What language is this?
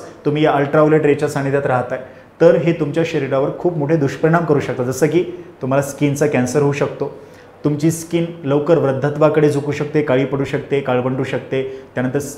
Marathi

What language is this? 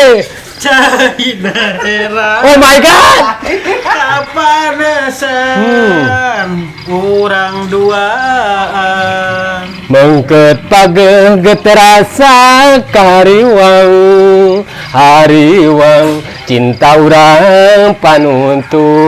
Sundanese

